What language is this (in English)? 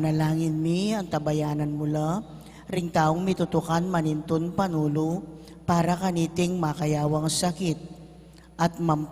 Pampanga